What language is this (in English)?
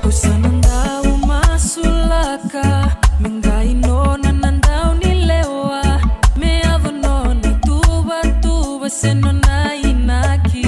Fijian